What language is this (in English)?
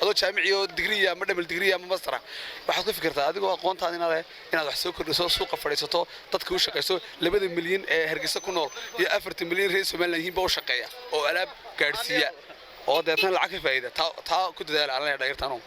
Somali